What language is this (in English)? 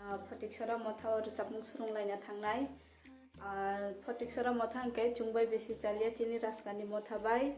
Kok Borok